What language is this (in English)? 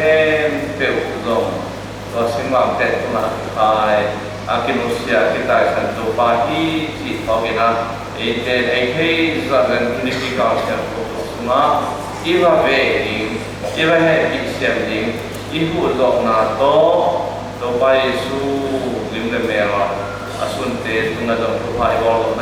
Tedim Chin